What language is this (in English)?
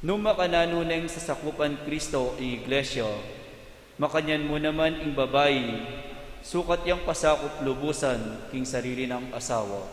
Pampanga